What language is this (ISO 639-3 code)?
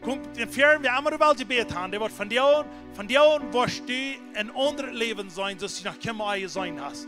pdt